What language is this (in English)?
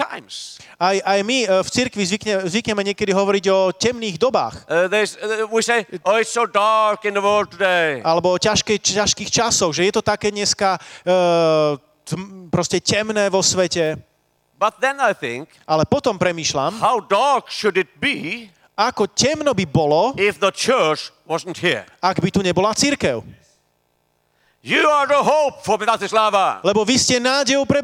Slovak